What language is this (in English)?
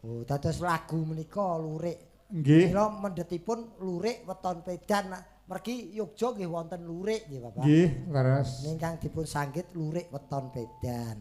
Javanese